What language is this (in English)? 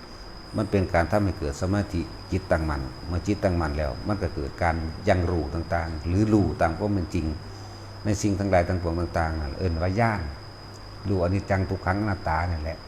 Northeastern Thai